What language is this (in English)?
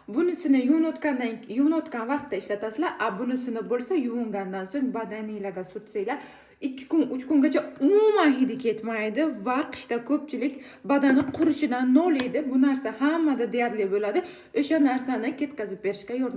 Uzbek